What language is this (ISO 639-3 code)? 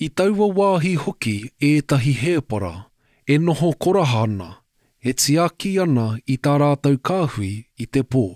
mri